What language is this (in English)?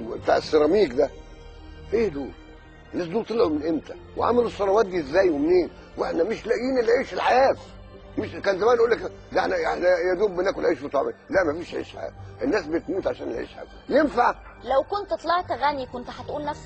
Egyptian Arabic